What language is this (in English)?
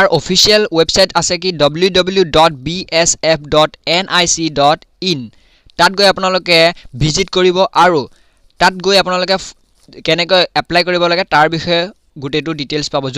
Assamese